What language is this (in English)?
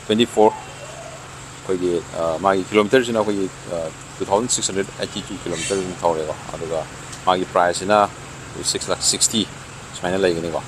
Manipuri